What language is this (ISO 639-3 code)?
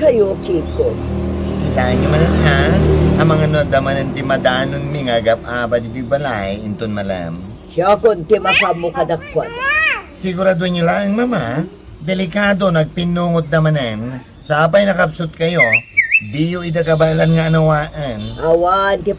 ilo